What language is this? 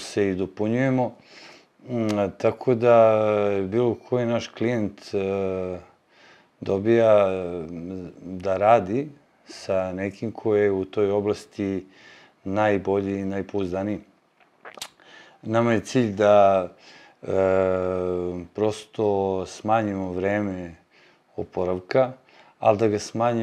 Serbian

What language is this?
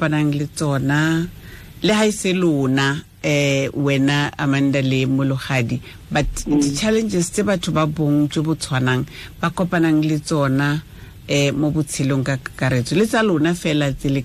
Tswana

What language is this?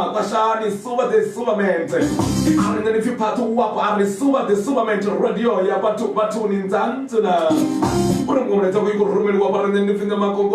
Venda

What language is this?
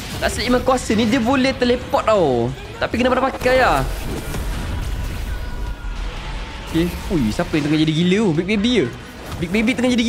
Malay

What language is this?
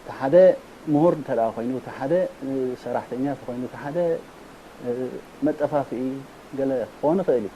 Tigrinya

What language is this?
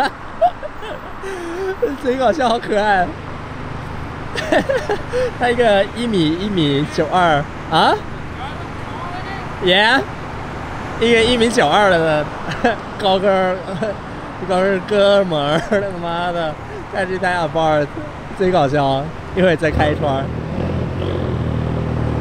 Chinese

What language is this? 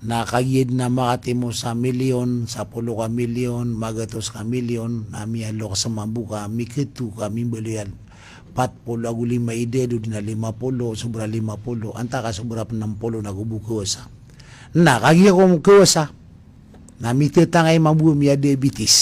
Maranao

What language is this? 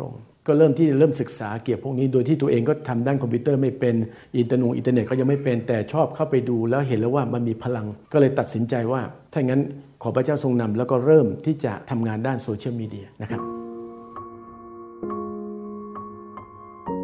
Thai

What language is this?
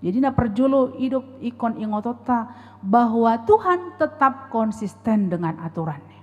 Batak Toba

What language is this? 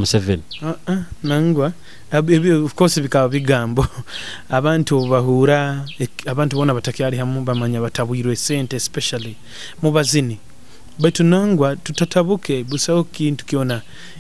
Nyoro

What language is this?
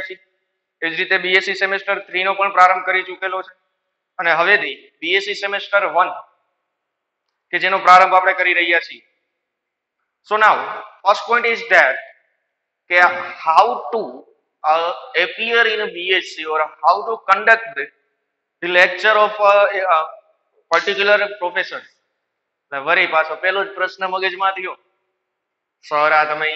Gujarati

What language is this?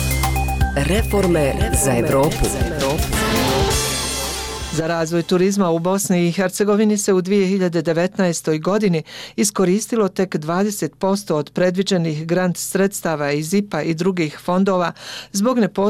Bosnian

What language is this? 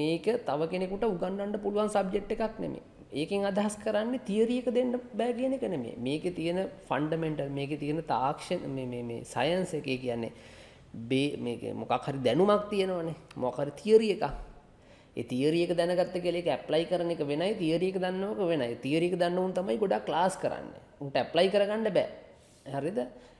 Sinhala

